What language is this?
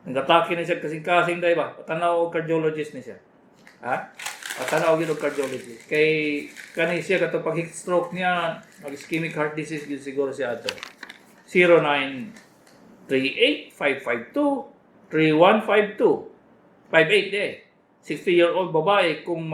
Cebuano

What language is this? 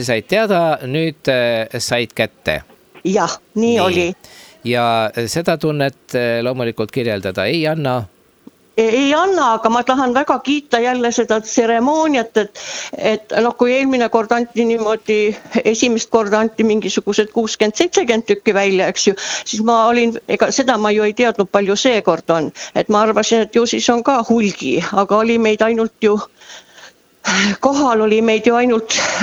Estonian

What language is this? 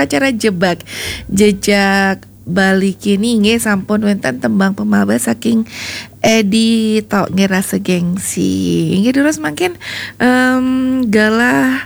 Balinese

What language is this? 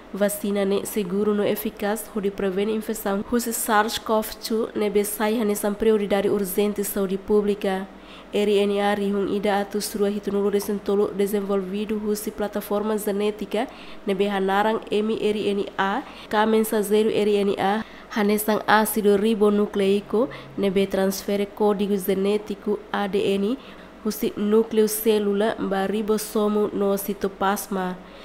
Tetum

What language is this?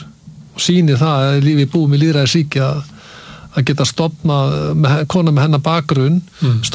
Icelandic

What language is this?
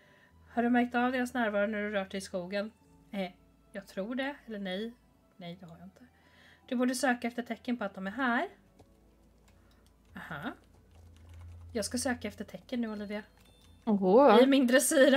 Swedish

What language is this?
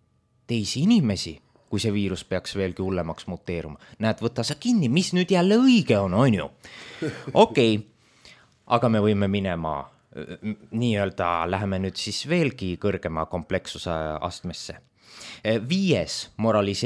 Estonian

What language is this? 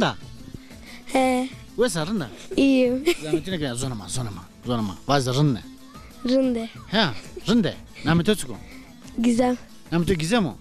Zaza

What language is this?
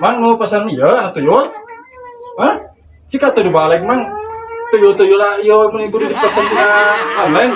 Sundanese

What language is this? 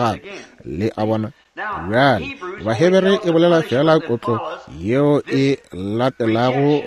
Northern Sotho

